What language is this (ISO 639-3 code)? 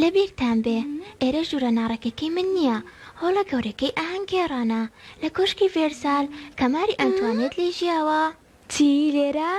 ckb